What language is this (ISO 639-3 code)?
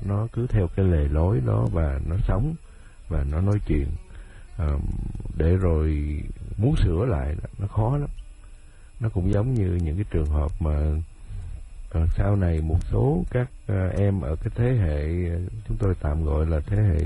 vie